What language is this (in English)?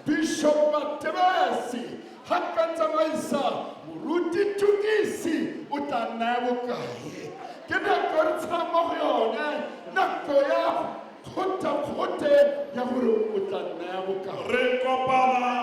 Tswana